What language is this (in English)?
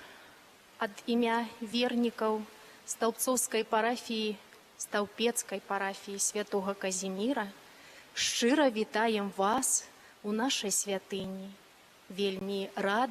Belarusian